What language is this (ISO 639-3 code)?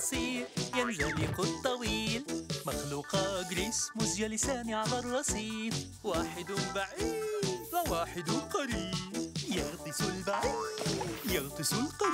ara